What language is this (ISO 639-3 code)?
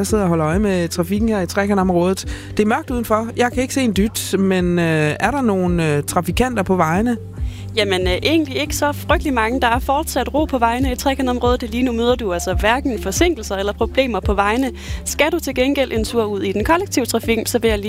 dan